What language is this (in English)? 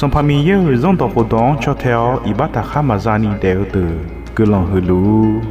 Akha